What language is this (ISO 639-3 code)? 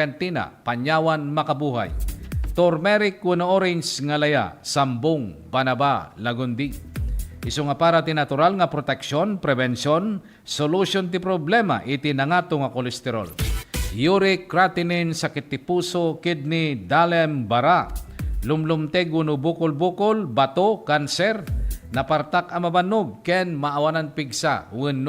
ilo